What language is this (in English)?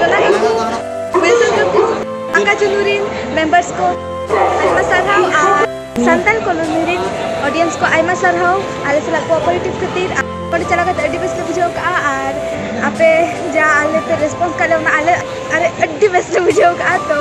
Santali